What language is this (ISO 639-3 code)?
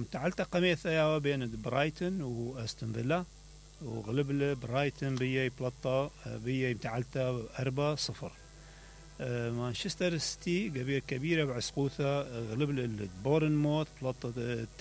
acm